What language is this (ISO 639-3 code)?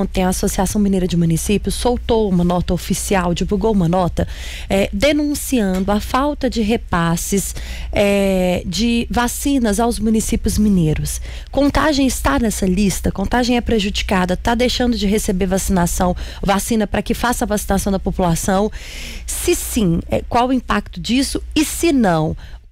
por